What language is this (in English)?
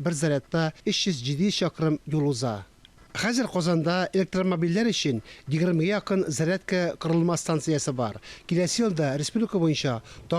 Tatar